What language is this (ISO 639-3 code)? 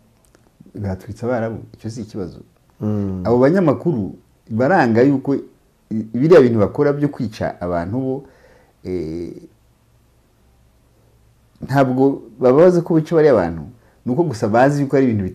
kin